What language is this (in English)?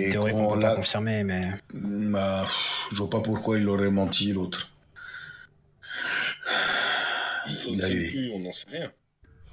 French